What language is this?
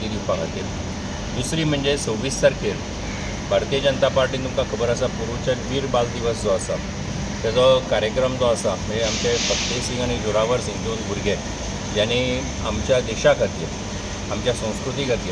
Konkani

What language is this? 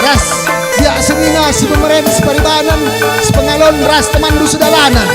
Batak Karo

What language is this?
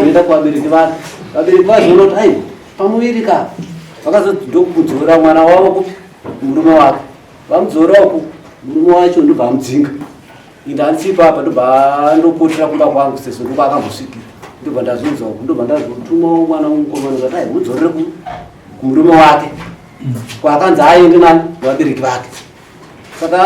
Shona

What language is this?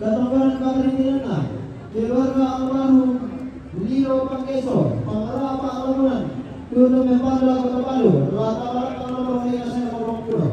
Toraja-Sa'dan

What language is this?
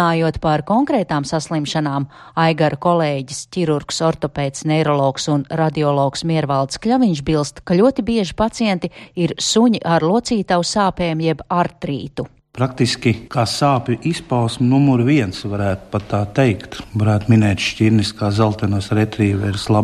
Latvian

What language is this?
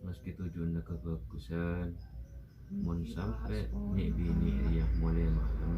Madurese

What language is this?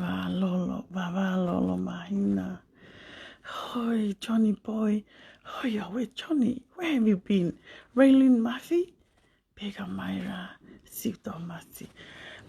Tongan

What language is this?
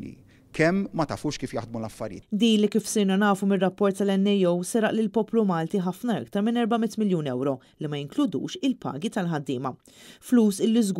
Maltese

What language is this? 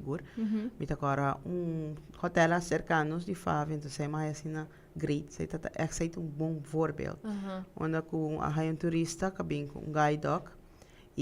Papiamento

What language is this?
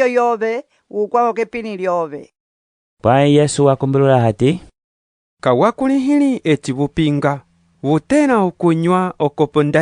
Umbundu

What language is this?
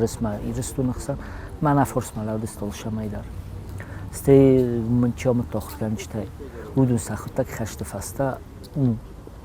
Ossetic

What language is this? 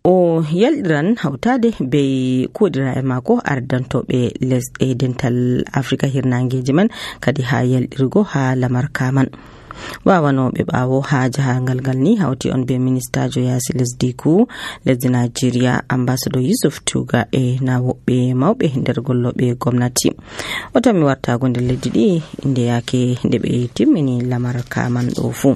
Nigerian Fulfulde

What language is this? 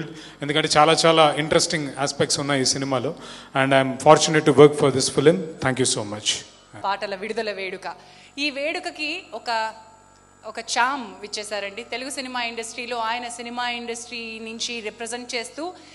Telugu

